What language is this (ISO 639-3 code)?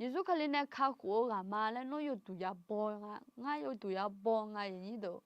ahk